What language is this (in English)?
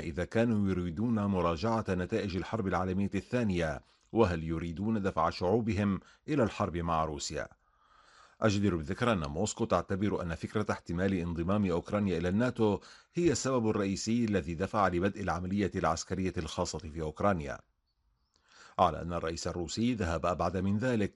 Arabic